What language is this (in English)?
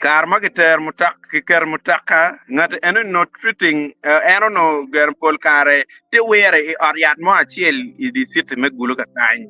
Acoli